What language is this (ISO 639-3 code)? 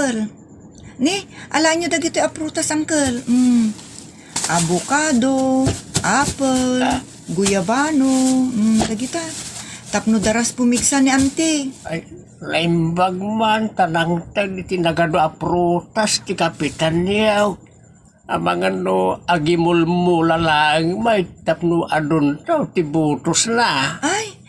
ilo